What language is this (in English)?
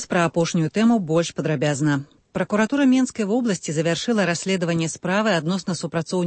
Belarusian